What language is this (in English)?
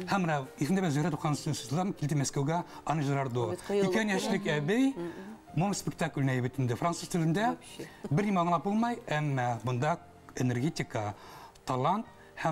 Bashkir